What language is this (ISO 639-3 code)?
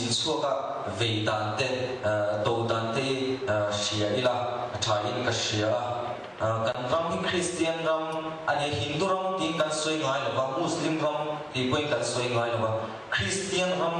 lus